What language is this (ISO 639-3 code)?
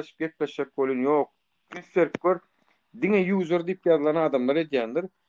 tuk